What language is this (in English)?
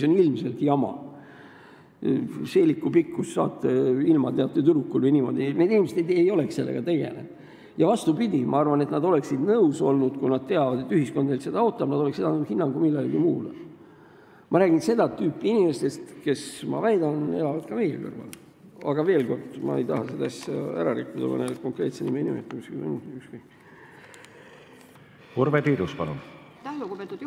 Estonian